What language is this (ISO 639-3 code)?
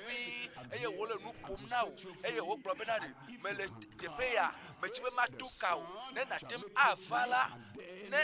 ewe